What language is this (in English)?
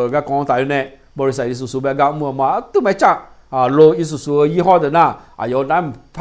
Akha